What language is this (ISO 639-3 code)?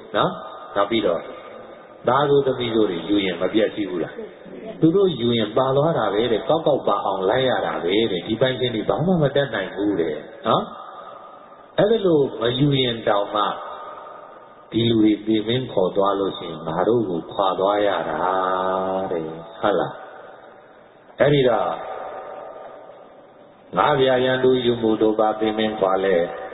mya